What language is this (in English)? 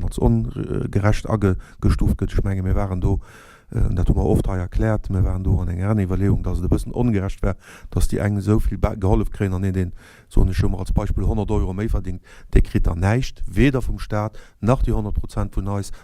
Luxembourgish